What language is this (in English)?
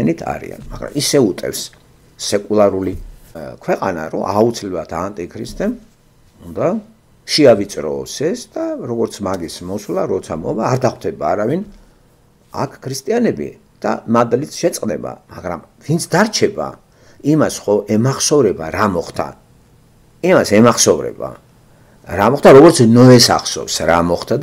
Georgian